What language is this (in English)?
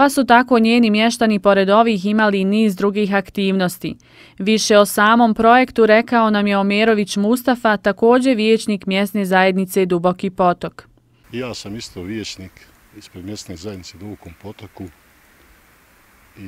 Bosnian